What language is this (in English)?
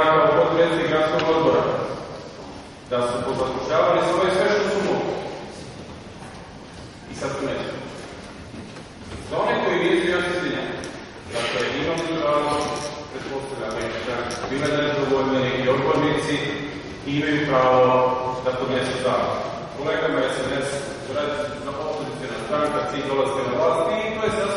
Serbian